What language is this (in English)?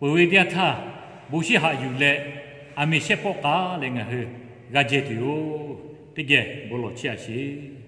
Lahu